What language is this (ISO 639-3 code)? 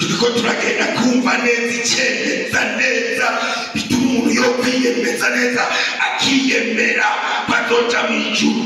run